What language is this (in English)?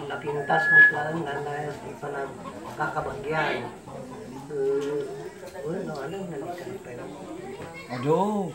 Iloko